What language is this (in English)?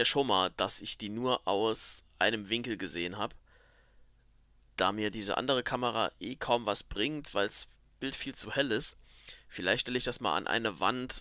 German